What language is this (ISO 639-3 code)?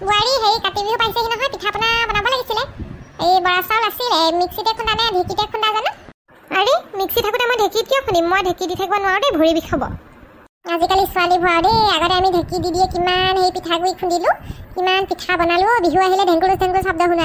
asm